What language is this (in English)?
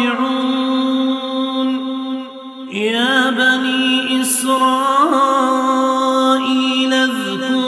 Arabic